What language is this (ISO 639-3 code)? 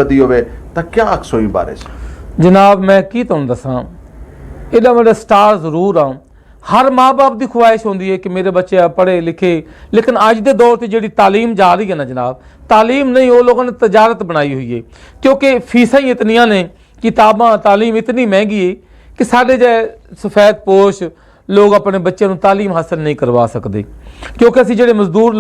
lah